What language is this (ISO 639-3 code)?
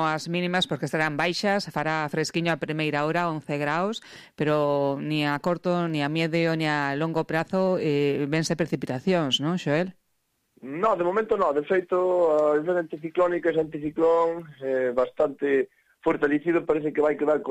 glg